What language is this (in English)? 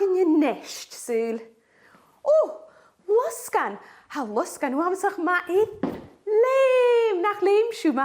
Scottish Gaelic